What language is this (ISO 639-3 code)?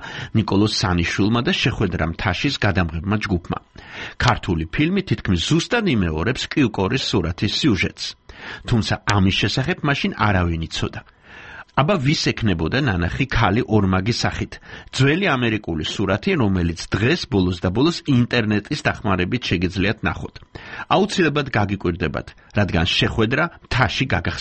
kat